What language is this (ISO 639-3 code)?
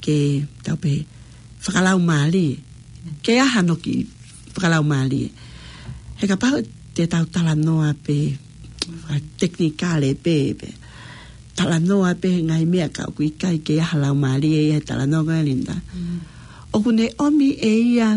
ton